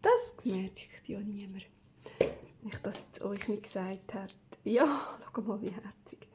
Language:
Swiss German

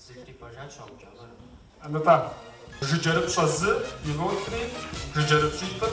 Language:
Kabardian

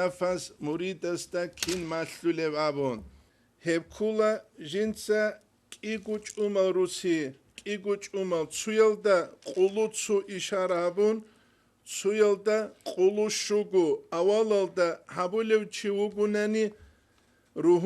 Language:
Avaric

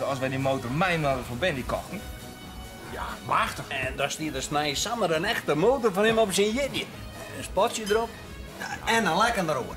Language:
Western Frisian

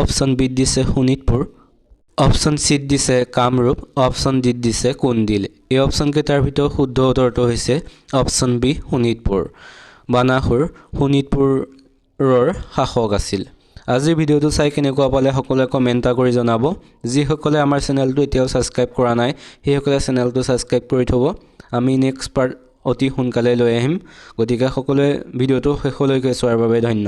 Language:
Assamese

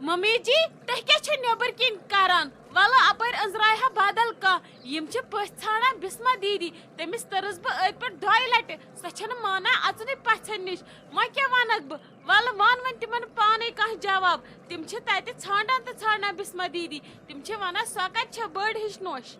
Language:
Kashmiri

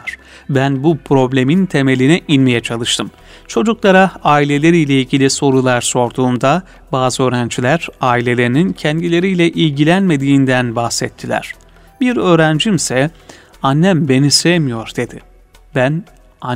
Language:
Turkish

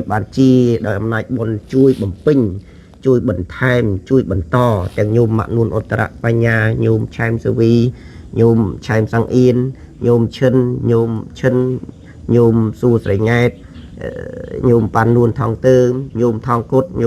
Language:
Khmer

